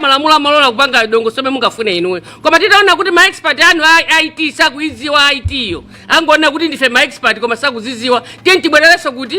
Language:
Nyanja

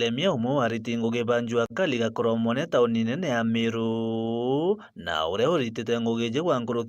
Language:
Meru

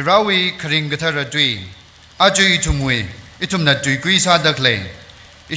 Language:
Tangkhul Naga (India)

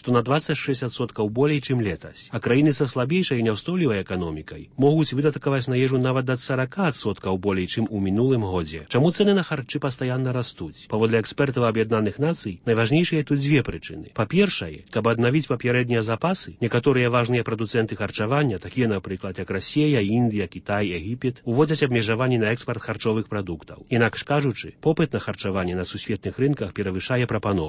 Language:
Belarusian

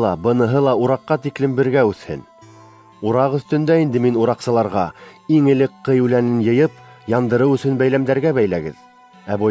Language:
Bashkir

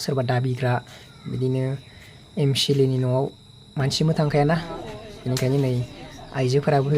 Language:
Bodo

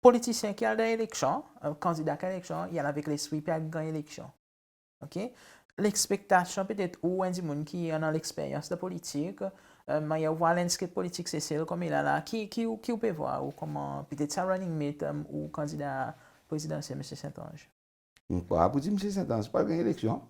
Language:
Seselwa Creole French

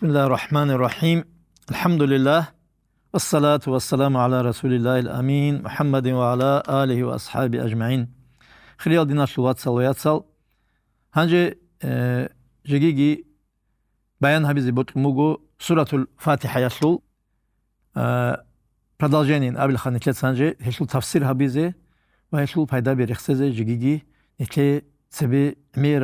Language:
Avaric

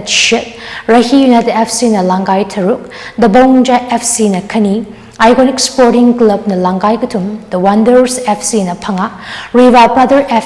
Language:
Tangkhul Naga (India)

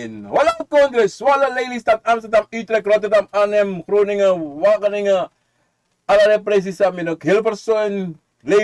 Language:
Sranan Tongo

